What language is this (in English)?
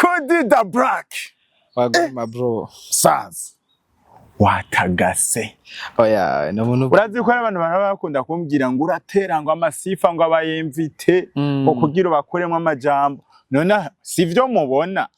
Rundi